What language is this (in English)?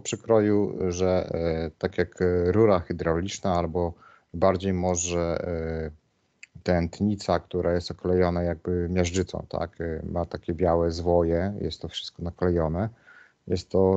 Polish